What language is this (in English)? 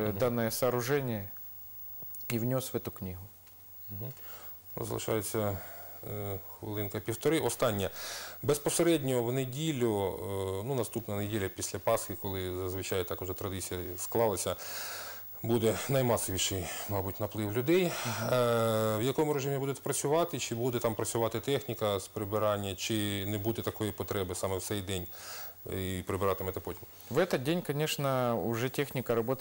Ukrainian